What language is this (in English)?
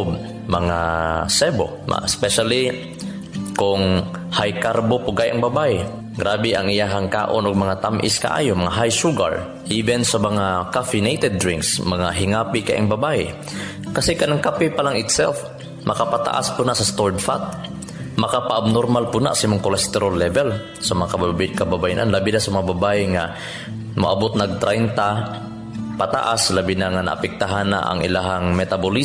Cebuano